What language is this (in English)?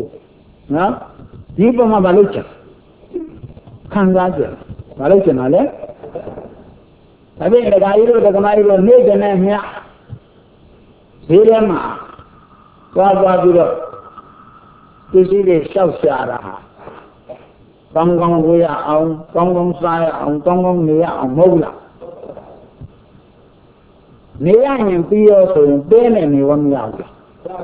Burmese